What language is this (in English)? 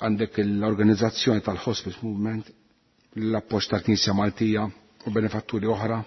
Maltese